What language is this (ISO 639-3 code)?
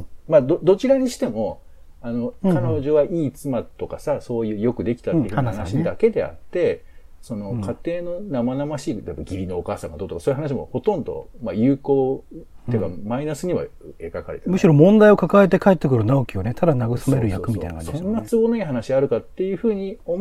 jpn